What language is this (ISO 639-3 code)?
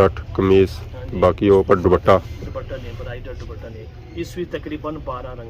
phr